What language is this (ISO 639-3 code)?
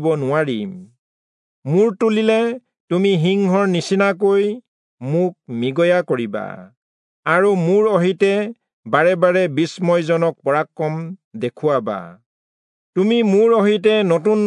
asm